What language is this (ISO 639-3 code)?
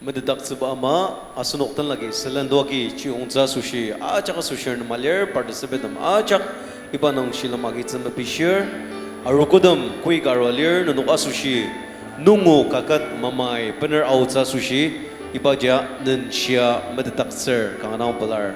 njo